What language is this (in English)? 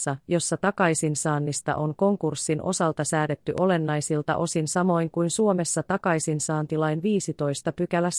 Finnish